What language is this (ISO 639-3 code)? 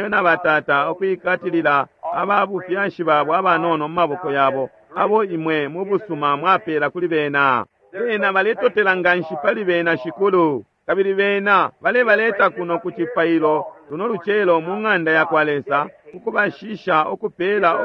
bem